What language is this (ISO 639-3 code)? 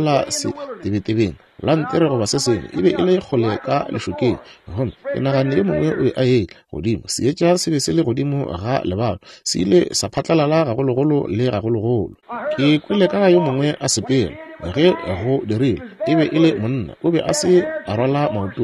nso